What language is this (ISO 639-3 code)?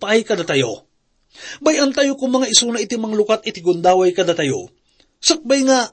ilo